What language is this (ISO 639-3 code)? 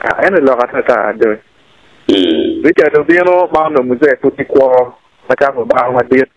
ach